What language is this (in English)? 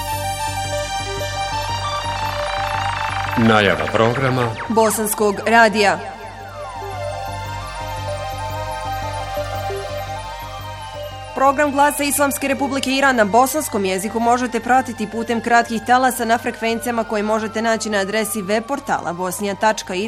Bosnian